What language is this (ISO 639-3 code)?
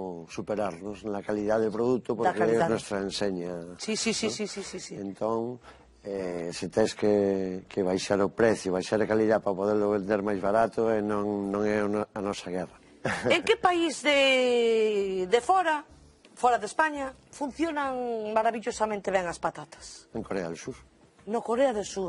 glg